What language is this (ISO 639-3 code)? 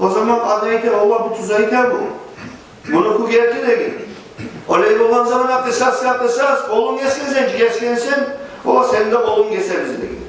kum